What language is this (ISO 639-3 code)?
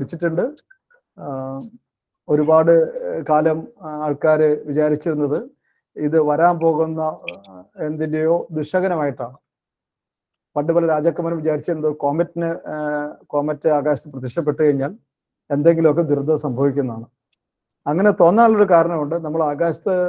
mal